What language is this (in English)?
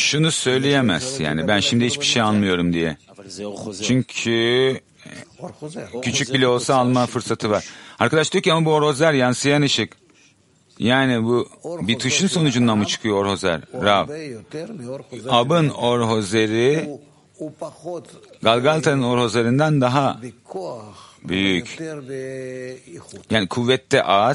Turkish